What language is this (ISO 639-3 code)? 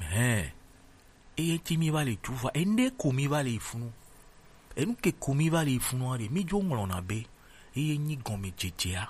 gej